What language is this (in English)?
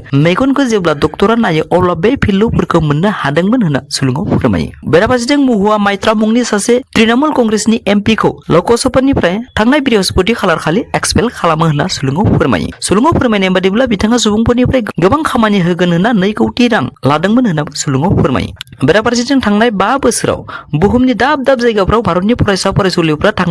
Bodo